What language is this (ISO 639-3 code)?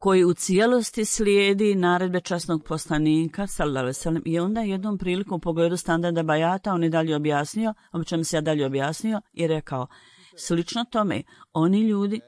bos